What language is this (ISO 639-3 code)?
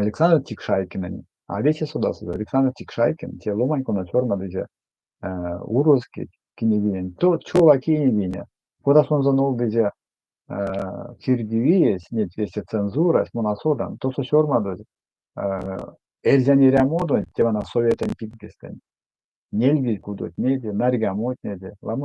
myv